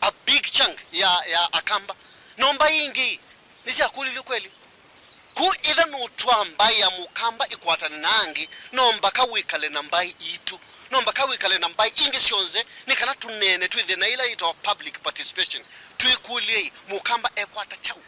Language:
Kamba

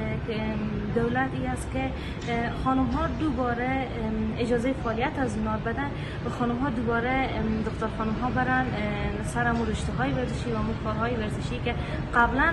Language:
Pashto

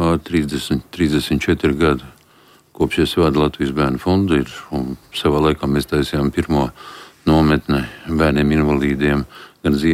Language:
Latvian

